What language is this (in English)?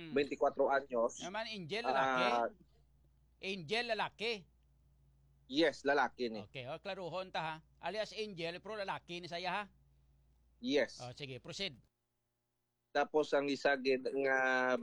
Hiligaynon